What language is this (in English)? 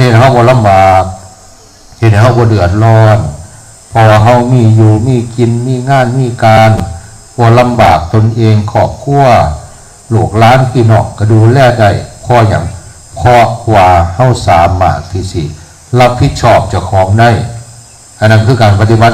Northeastern Thai